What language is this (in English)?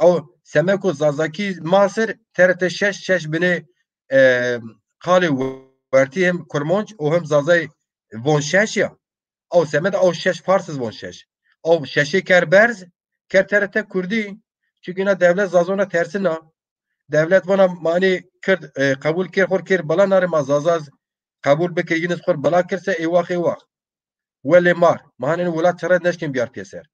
Zaza